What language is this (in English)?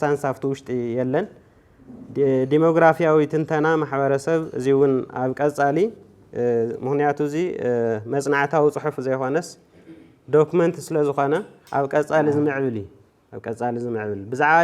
Tigrinya